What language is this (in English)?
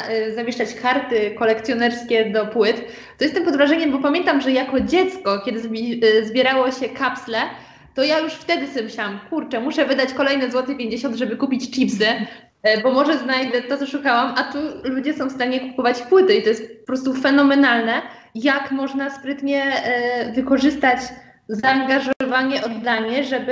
Polish